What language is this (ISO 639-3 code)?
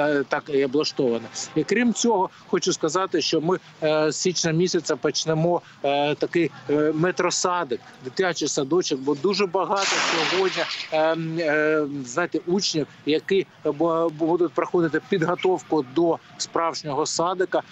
ukr